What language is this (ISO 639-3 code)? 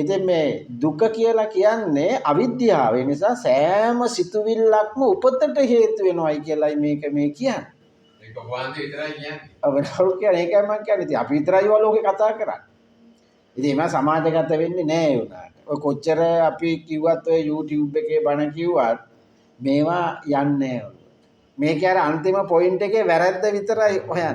sin